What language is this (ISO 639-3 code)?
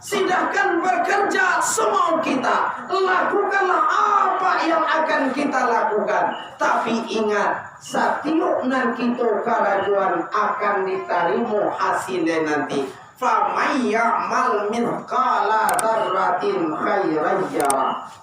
min